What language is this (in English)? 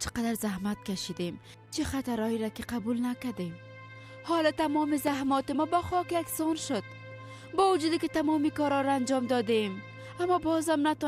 Persian